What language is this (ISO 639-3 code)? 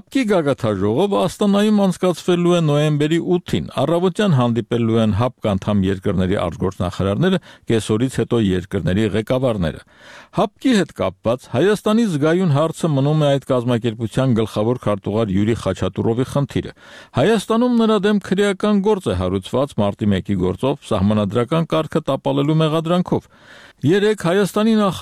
hye